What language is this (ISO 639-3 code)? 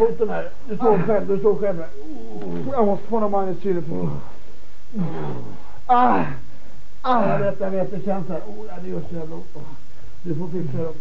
swe